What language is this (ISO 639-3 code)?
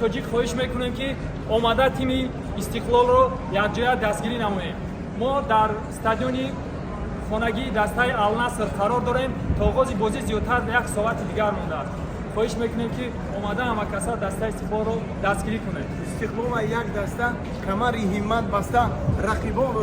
tgk